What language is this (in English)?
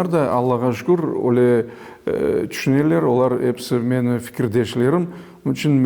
Crimean Tatar